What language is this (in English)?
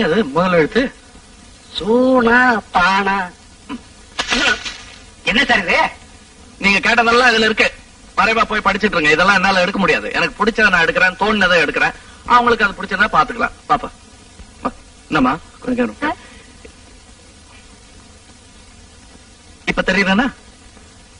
Tamil